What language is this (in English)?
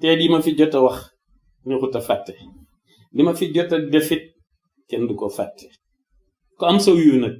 Wolof